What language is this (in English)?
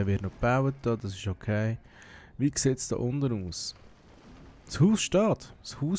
Swiss German